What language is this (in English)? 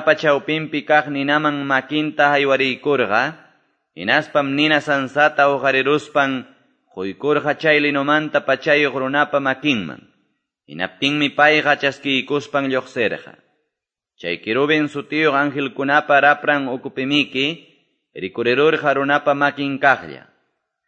Quechua